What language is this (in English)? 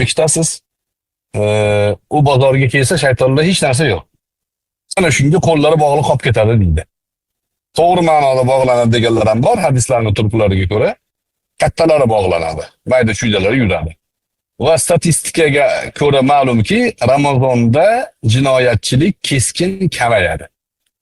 Uzbek